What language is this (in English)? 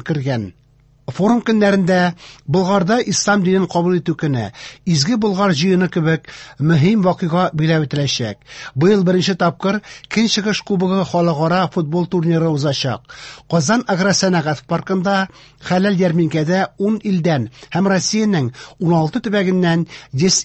Tatar